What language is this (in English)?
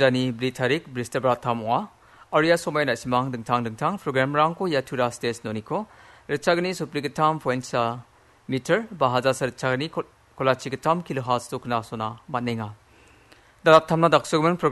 Garo